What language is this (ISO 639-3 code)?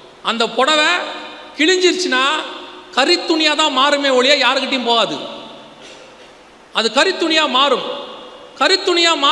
tam